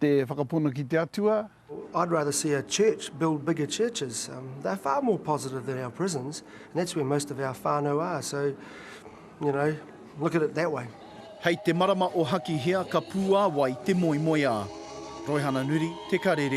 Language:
Māori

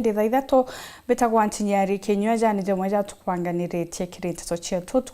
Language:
Meru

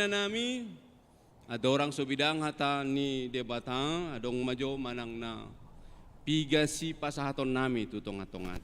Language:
Batak Toba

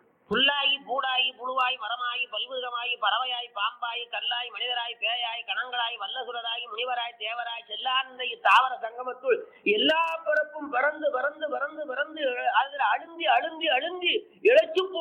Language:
Tamil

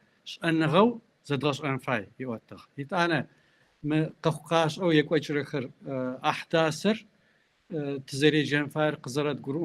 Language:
Kabardian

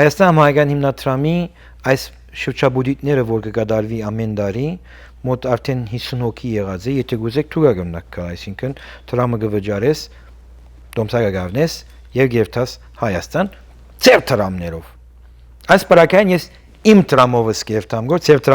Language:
Western Armenian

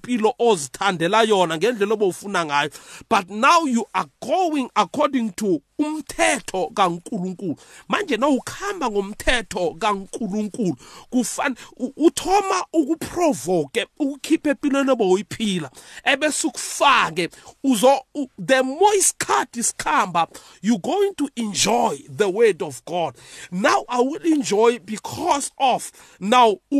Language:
South Ndebele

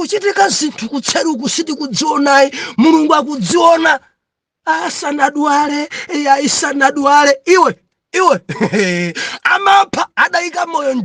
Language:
Nyanja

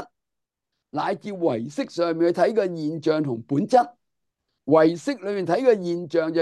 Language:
Cantonese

